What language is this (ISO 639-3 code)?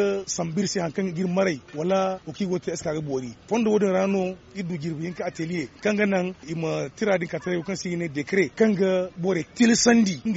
dje